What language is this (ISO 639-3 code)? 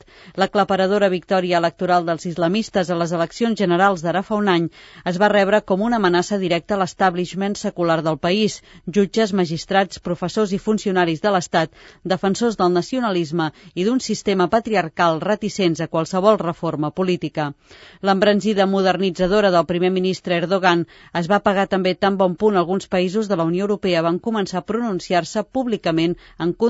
cat